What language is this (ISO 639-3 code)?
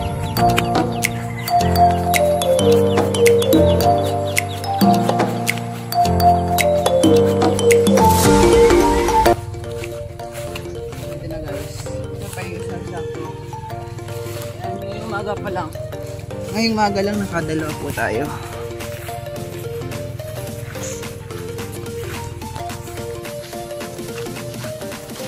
fil